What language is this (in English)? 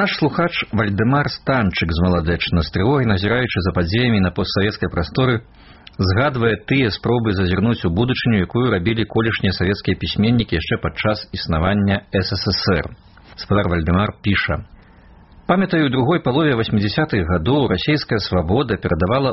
Belarusian